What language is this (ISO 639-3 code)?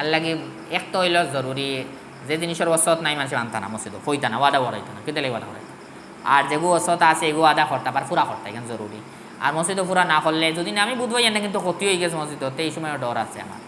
syl